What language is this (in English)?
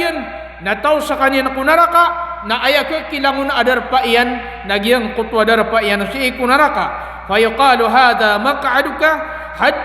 Maranao